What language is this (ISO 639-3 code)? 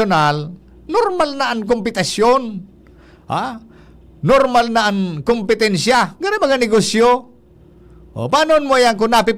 bik